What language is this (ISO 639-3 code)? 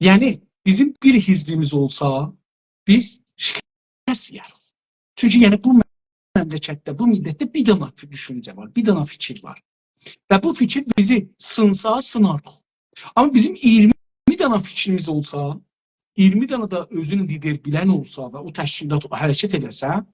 azb